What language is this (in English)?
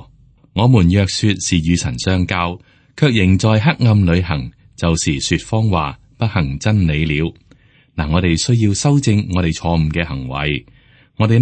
Cantonese